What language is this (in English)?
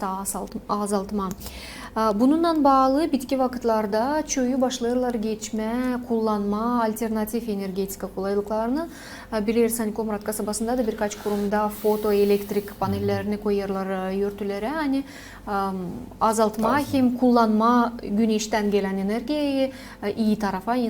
Gagauz